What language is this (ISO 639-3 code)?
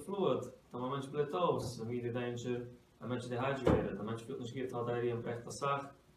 yid